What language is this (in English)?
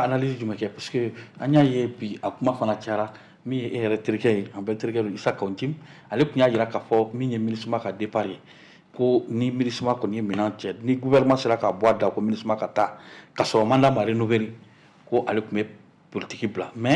Bambara